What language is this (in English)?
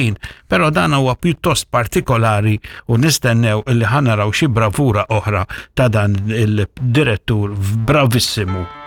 Maltese